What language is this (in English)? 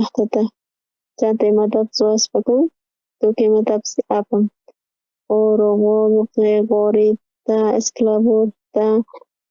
South Bolivian Quechua